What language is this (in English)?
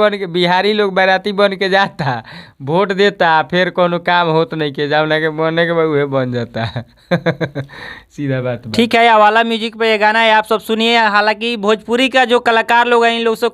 Bhojpuri